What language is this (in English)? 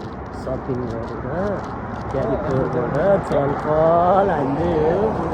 Nepali